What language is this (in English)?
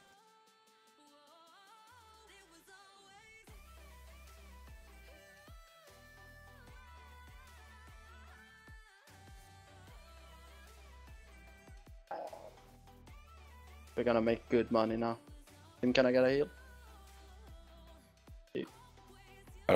English